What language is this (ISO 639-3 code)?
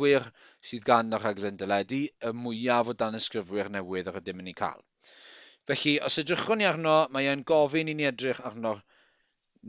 cym